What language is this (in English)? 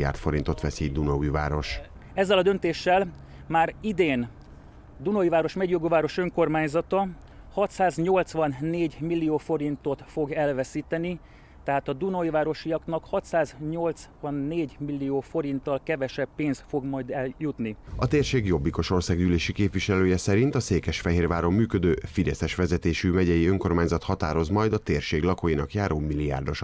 Hungarian